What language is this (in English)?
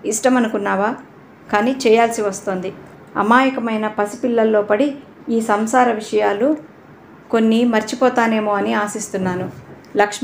Telugu